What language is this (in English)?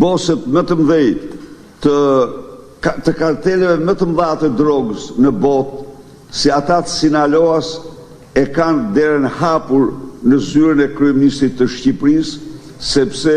Albanian